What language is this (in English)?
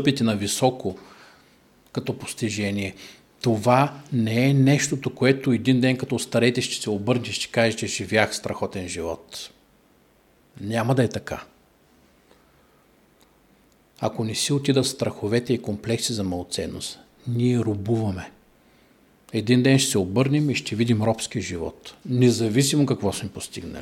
Bulgarian